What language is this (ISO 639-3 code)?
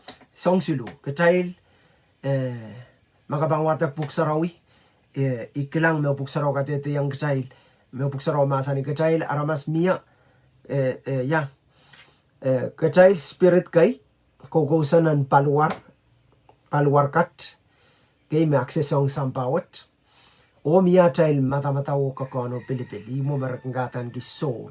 pon